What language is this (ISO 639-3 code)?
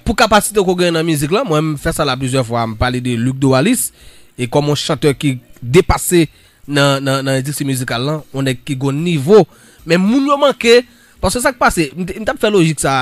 hat